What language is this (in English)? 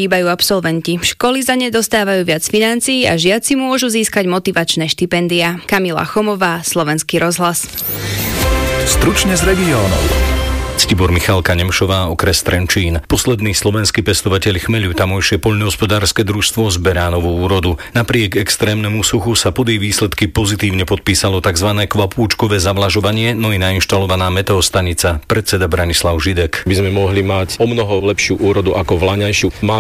Slovak